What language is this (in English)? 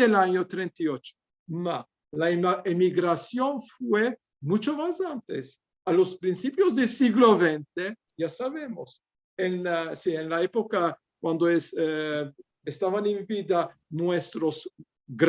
Ladino